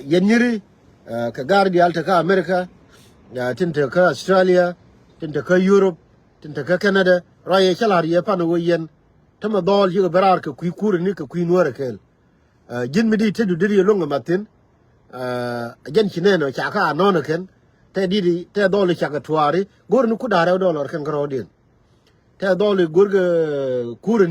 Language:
Nuer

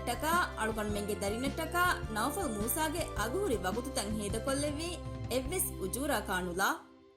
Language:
Divehi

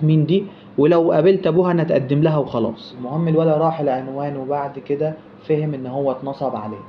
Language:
Egyptian Arabic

